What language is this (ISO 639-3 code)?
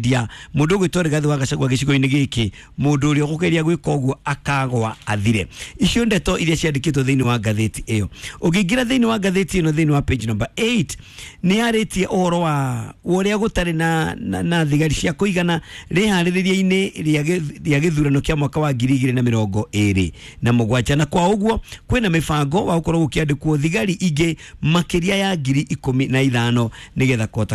kik